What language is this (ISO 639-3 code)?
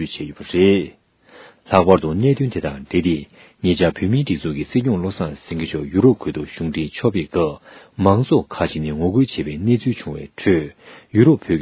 bod